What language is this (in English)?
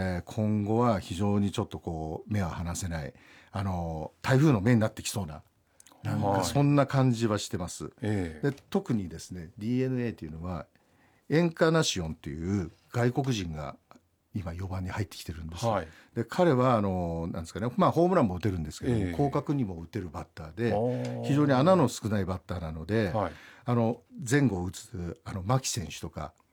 Japanese